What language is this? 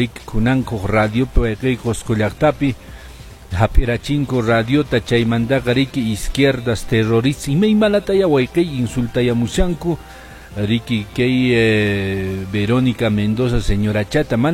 Quechua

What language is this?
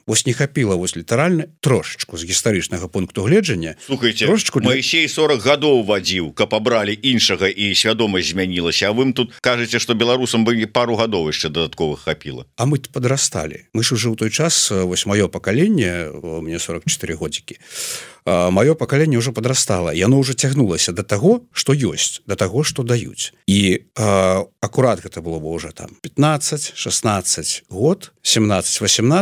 Belarusian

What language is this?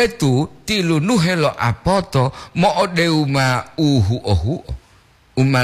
Gorontalo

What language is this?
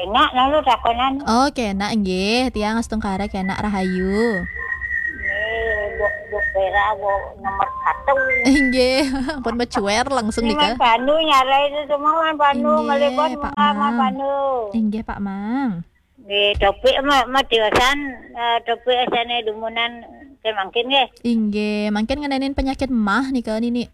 Balinese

